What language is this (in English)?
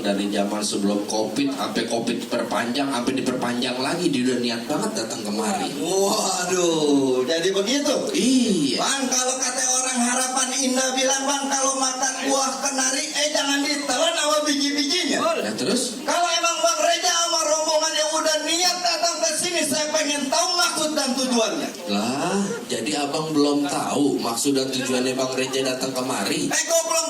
Betawi